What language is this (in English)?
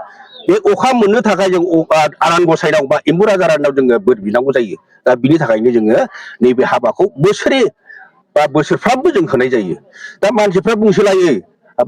Bodo